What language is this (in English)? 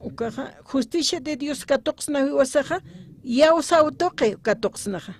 Aymara